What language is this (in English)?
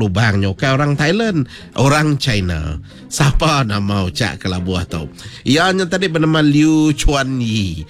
Iban